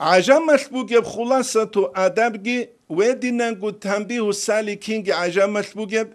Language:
Avaric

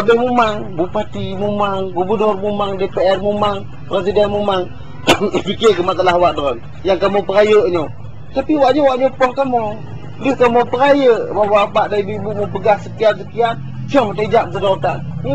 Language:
Achinese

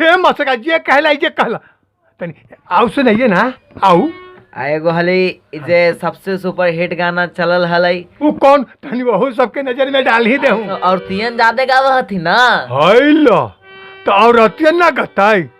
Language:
Magahi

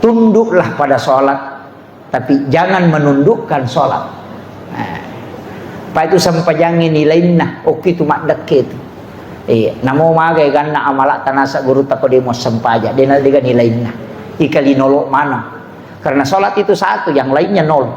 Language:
Buginese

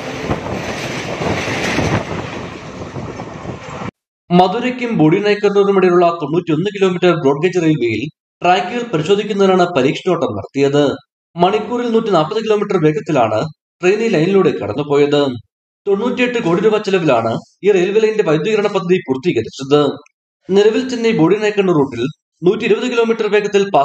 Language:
Malayalam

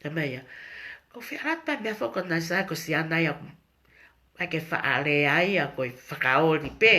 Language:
Tongan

